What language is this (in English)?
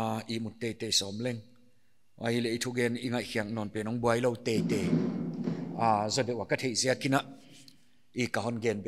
Paite Chin